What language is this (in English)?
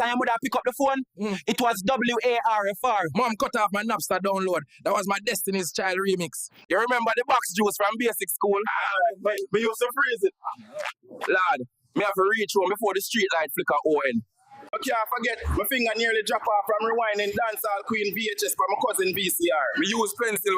Jamaican Creole English